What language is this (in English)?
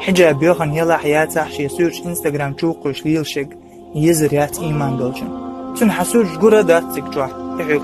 Chechen